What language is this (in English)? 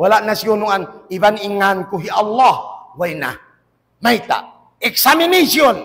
Tausug